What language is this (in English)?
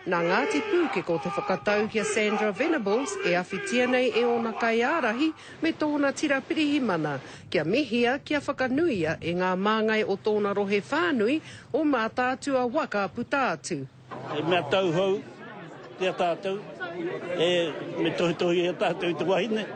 Māori